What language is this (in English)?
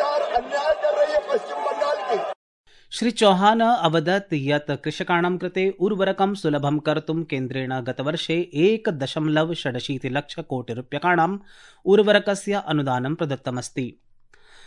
Sanskrit